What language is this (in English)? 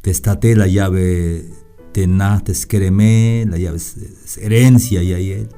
Tzeltal